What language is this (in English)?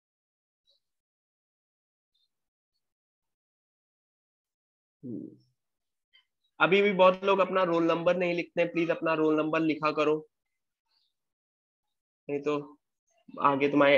Hindi